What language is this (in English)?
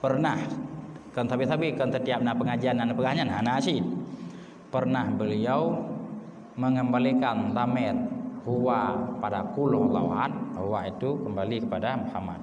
Achinese